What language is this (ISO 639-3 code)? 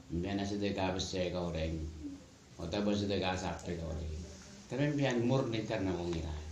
mad